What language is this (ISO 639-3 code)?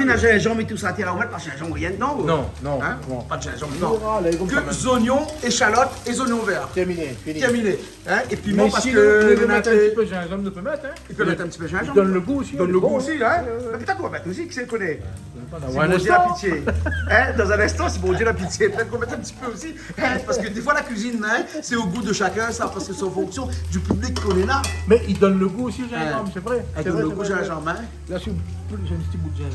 rcf